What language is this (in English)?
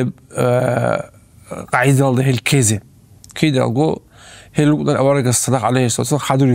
Avaric